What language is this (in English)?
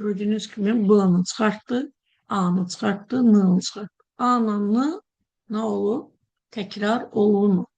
Azerbaijani